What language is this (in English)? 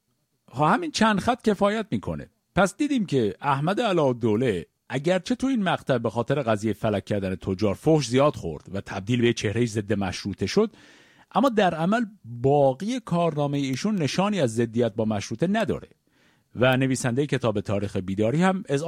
Persian